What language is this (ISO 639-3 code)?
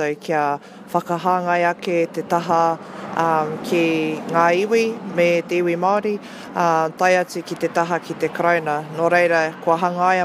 mri